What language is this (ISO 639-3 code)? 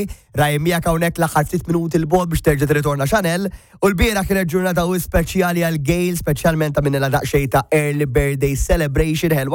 mlt